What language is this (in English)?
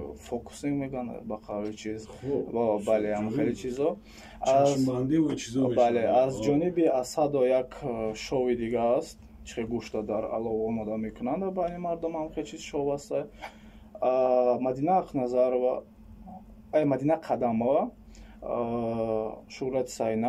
Tajik